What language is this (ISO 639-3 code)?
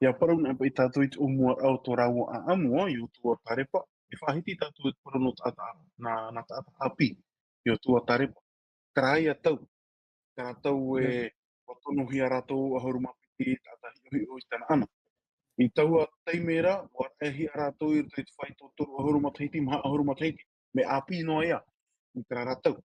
tah